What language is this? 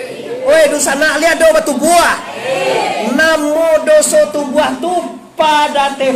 Minangkabau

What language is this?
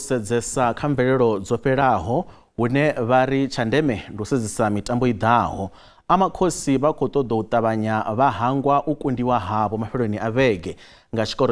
Venda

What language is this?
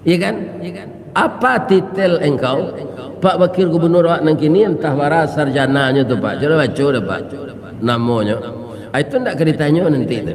Minangkabau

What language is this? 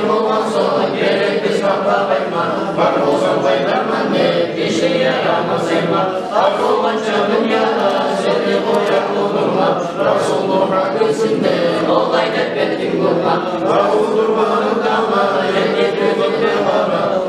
Kumyk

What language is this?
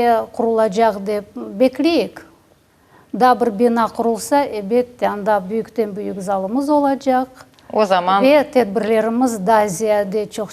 Crimean Tatar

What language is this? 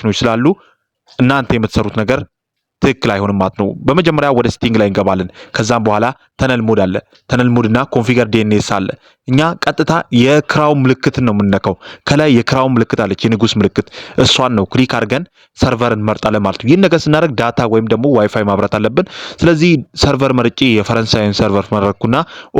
Amharic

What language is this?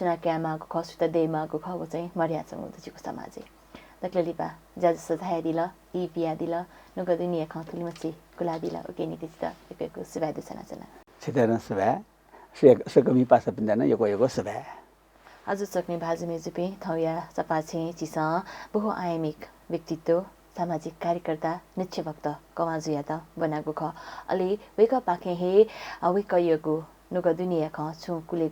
Newari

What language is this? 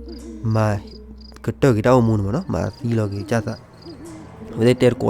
S'gaw Karen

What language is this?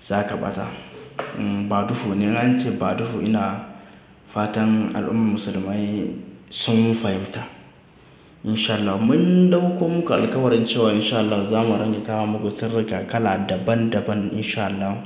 Hausa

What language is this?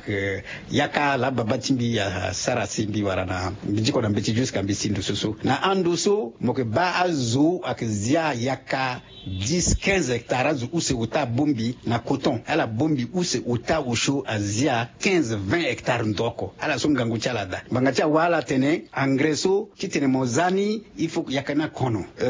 Sango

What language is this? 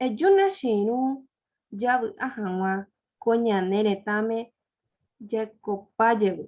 Guarani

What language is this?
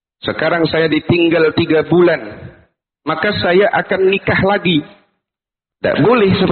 Indonesian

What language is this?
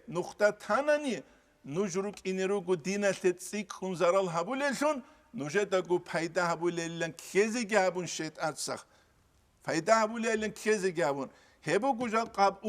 Avaric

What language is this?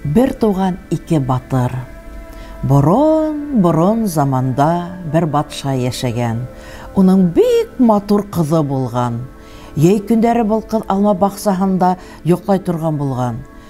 Bashkir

